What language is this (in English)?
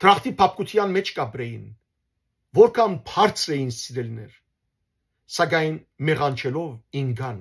Western Armenian